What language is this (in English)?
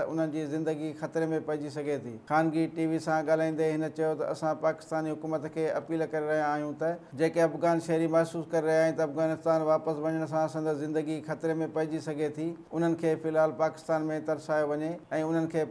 Sindhi